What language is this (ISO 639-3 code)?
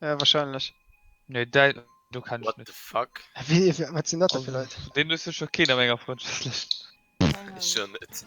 ltz